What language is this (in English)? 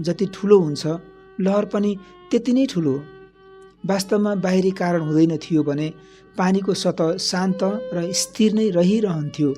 Nepali